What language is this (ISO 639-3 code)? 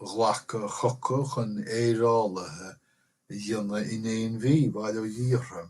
gle